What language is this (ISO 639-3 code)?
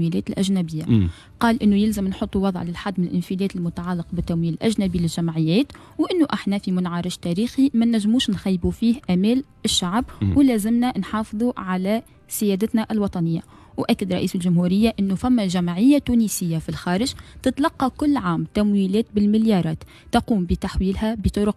aeb